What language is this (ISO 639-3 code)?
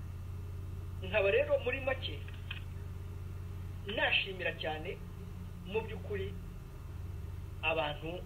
kin